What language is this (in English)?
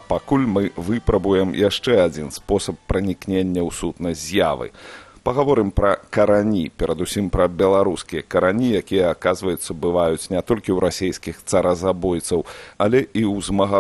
Belarusian